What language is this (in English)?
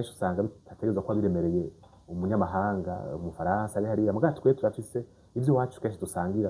Rundi